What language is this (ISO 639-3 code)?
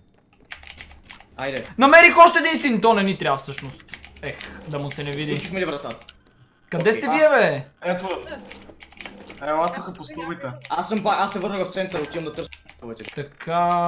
bul